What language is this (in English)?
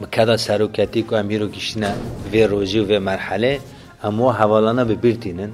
Kurdish